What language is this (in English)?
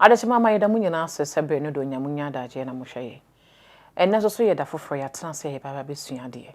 Akan